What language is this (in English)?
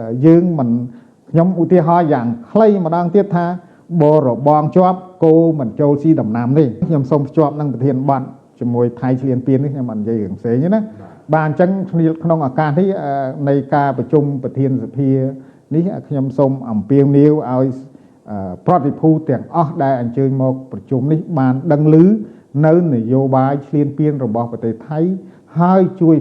Khmer